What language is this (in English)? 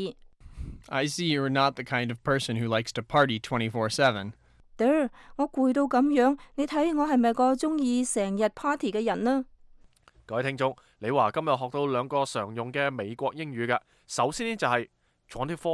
Cantonese